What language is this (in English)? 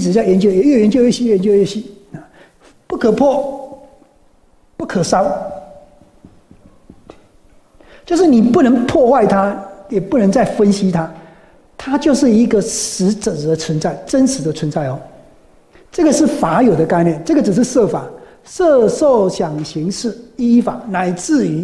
Chinese